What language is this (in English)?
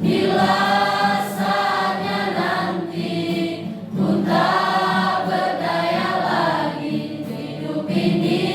Nias